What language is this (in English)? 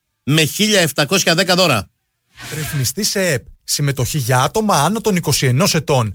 Greek